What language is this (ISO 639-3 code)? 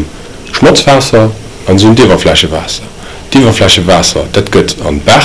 ltz